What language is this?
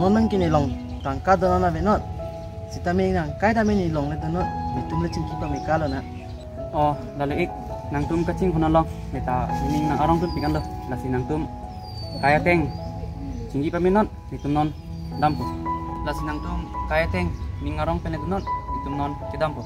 Karbi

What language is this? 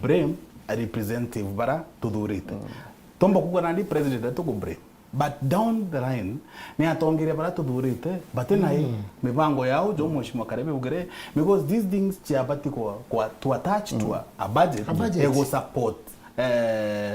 Meru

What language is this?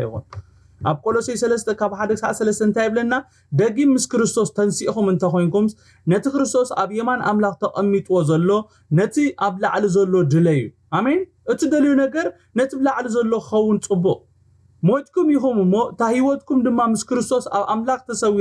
Tigrinya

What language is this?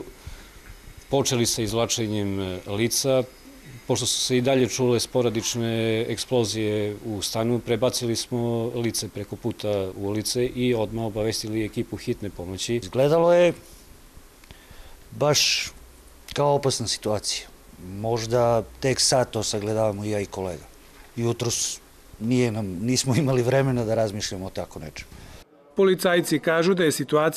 Serbian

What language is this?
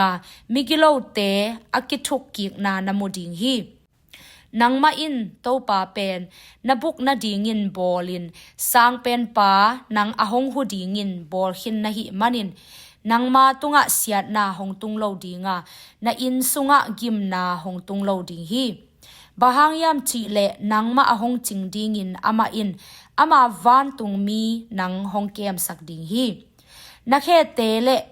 Tedim Chin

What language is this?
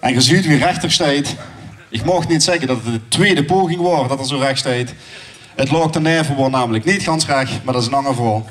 Limburgish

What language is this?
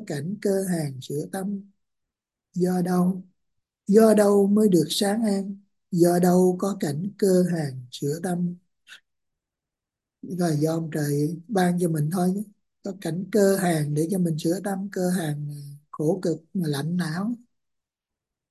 Vietnamese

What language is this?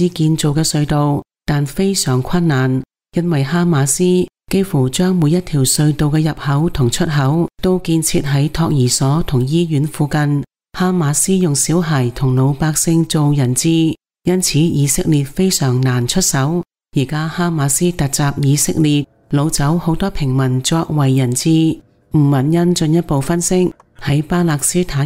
Cantonese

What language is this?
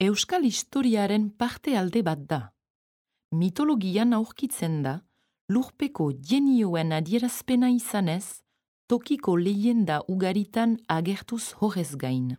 Basque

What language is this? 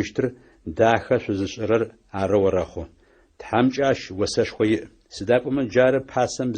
Adyghe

